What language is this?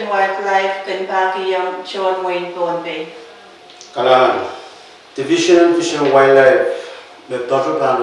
Pohnpeian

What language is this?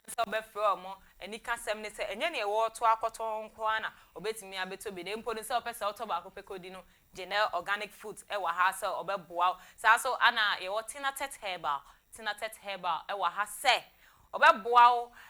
Akan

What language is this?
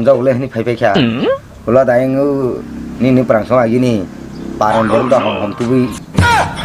Kok Borok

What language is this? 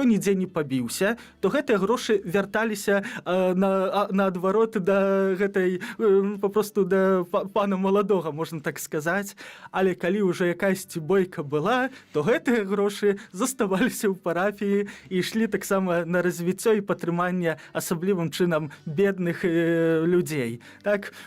Belarusian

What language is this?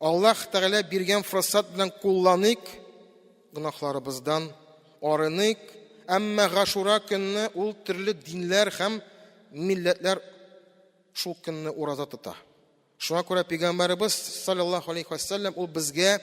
Tatar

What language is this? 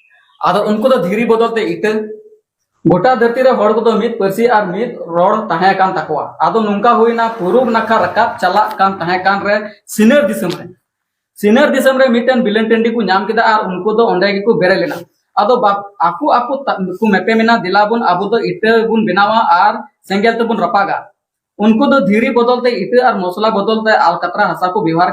Santali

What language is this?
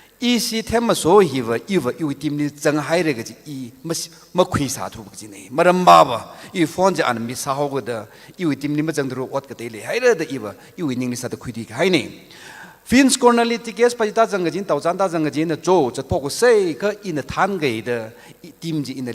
Tangkhul Naga (India)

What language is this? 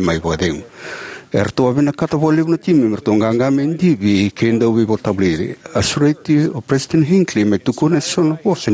Fijian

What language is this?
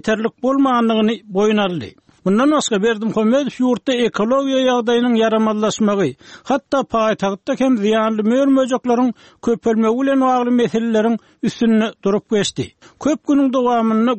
Turkmen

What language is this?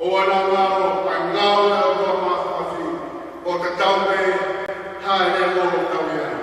Tongan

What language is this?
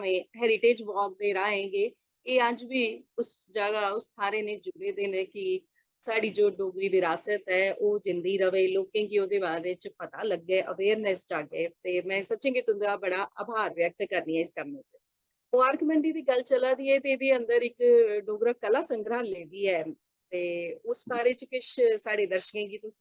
Dogri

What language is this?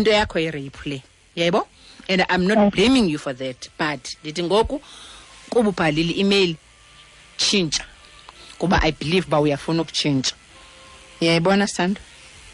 Xhosa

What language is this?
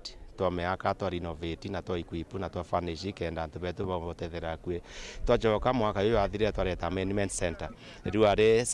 Meru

